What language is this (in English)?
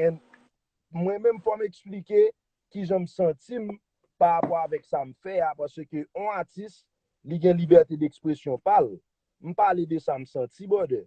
Haitian Creole